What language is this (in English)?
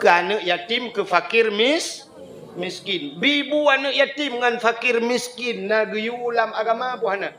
Achinese